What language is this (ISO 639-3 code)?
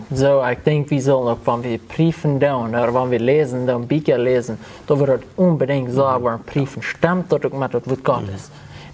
pdt